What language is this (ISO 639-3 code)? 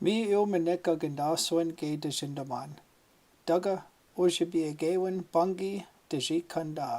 ciw